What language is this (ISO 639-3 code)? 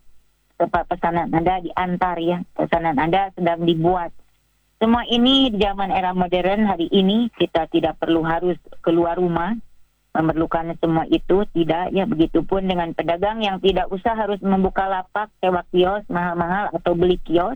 ind